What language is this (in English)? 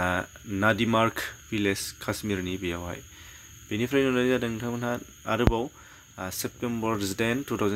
Bodo